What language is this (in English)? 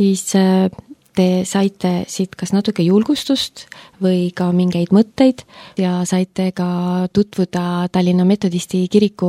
Estonian